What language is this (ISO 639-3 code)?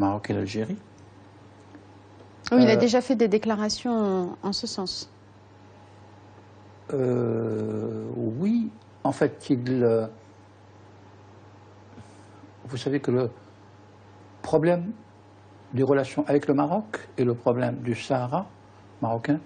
fra